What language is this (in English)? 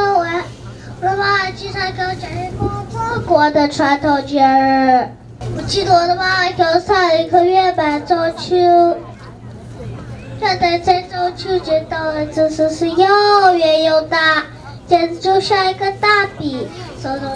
Chinese